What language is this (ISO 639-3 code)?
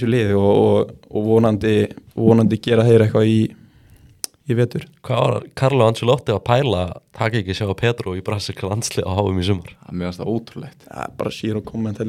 isl